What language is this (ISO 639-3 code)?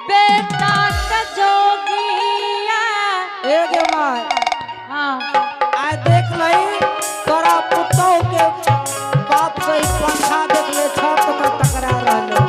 anp